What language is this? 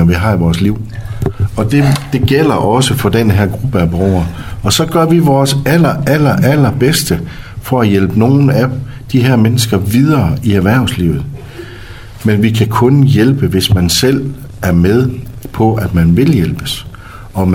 Danish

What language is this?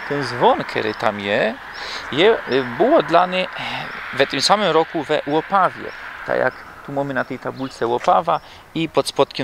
Silesian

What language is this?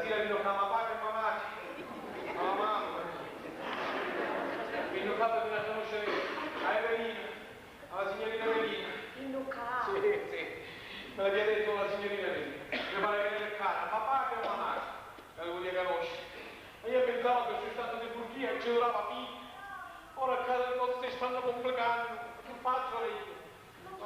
Sicilian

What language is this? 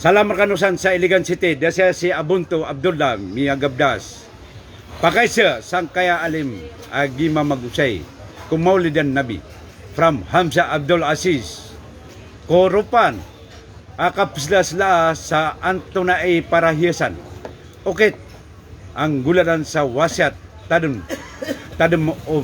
Maranao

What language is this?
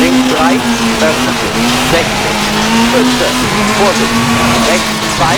Bavarian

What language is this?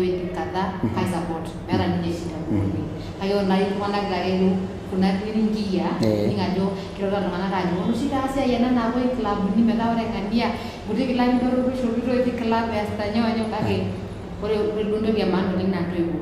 Masai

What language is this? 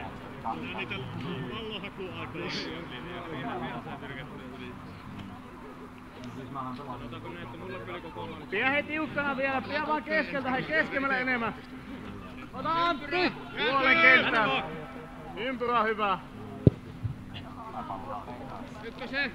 Finnish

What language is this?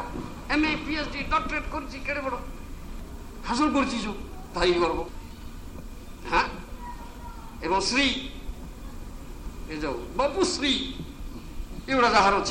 Odia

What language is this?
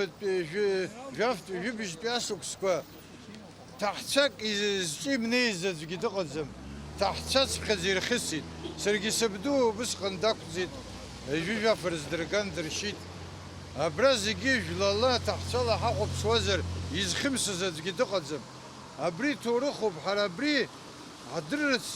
Abkhazian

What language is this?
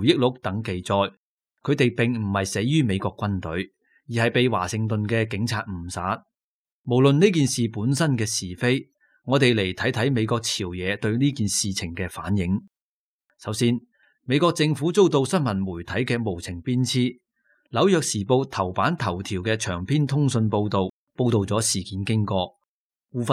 Cantonese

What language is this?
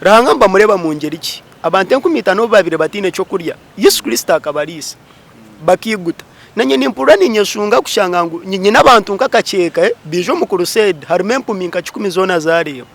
Nyankole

